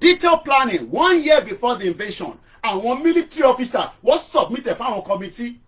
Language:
Yoruba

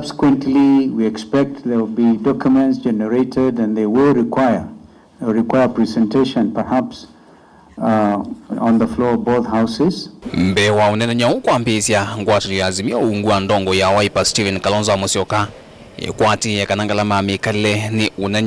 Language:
Kamba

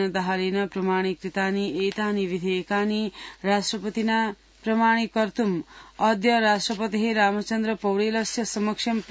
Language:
Sanskrit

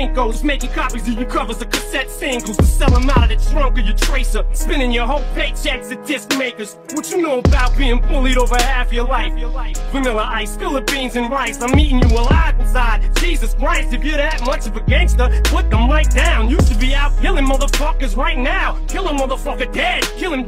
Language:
English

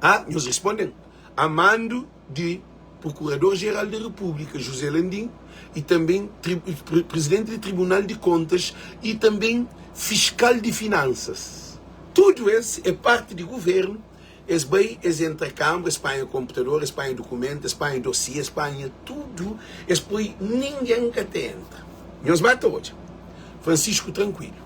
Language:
Kabuverdianu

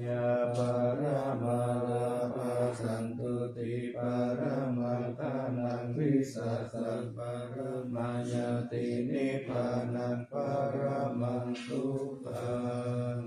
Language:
Pali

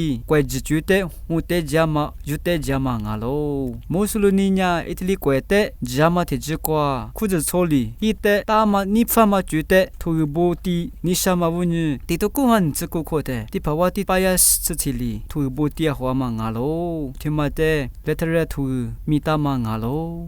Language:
Lisu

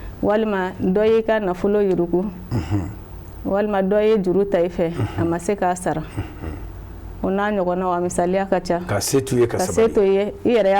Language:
Bambara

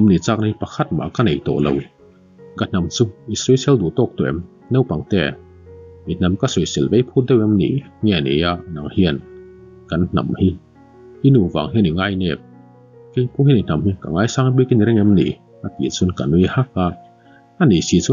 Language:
Mizo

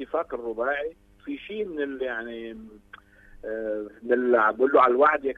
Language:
North Levantine Arabic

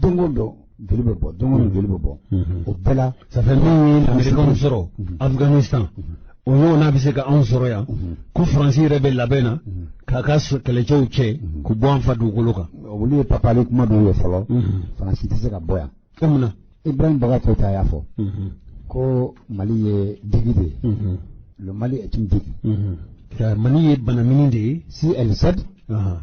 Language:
Bambara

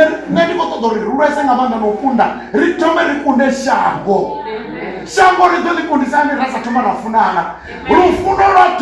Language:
Venda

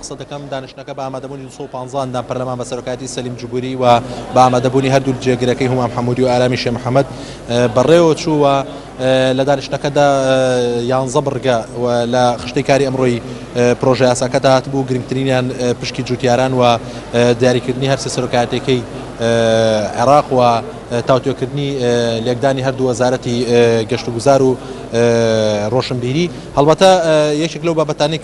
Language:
Central Kurdish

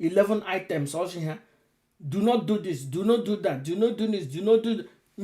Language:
Igbo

